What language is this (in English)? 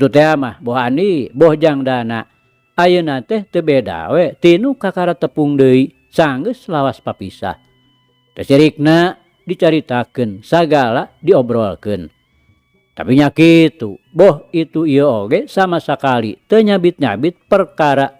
Sundanese